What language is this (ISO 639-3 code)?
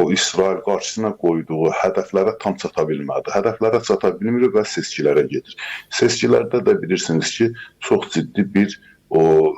aze